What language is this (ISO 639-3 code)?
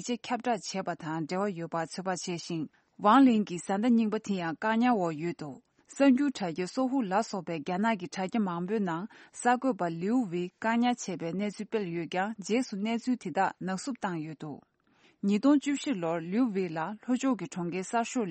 bod